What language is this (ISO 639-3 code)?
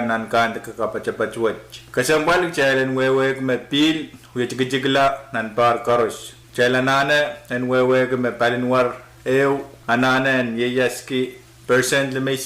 pon